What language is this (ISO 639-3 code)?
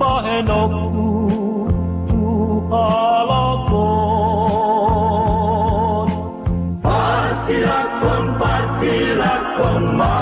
bbc